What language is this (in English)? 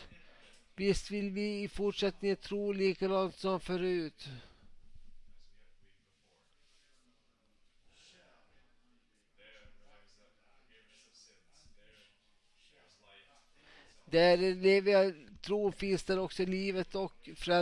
Swedish